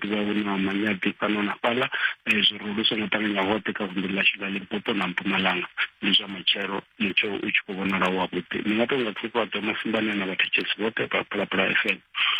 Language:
Venda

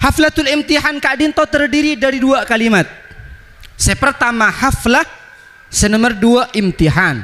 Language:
Madurese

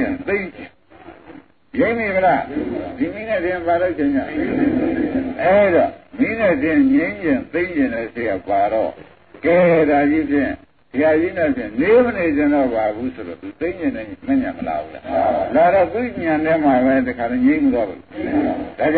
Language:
Burmese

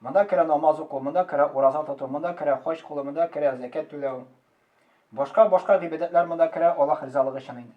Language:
Tatar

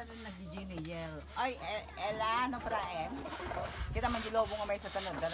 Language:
Iloko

